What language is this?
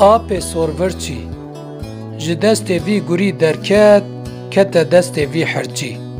Kurdish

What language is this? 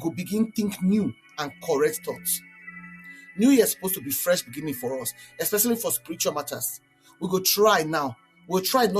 Nigerian Pidgin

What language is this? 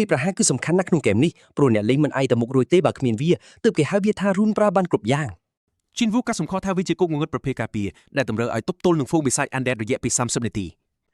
Khmer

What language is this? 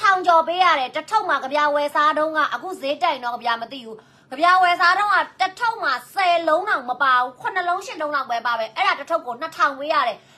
Burmese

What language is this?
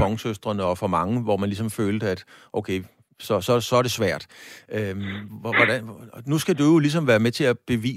Danish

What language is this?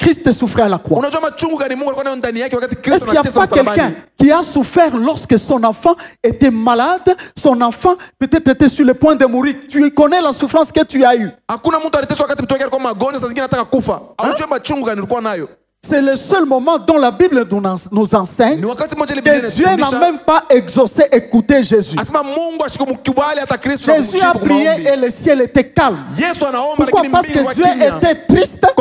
Swahili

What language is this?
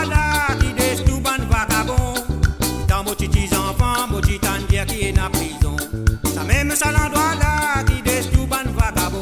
Morisyen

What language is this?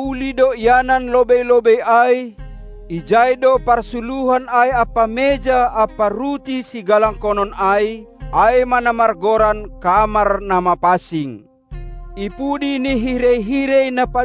Batak Simalungun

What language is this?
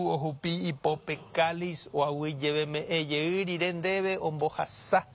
Guarani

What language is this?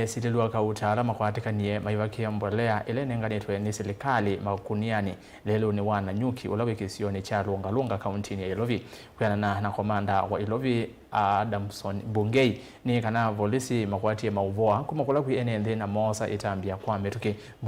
Kamba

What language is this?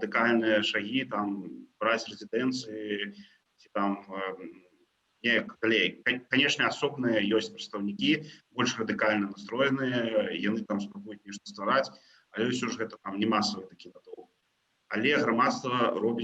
Belarusian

